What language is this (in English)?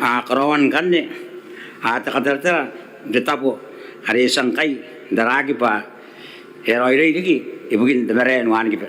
Gilbertese